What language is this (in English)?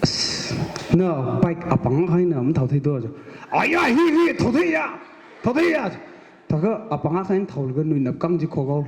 Tangkhul Naga (India)